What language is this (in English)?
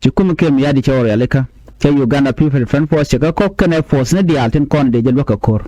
Nuer